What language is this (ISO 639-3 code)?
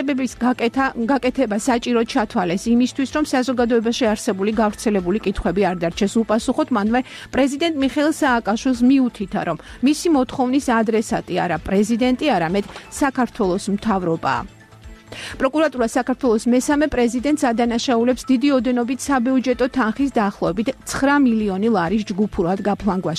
kat